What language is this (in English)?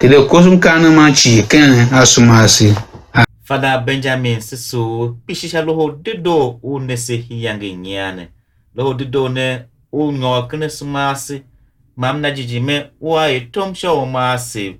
Tiv